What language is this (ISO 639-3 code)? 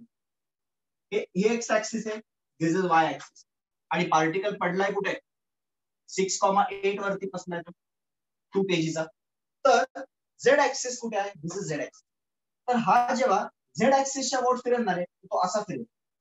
mar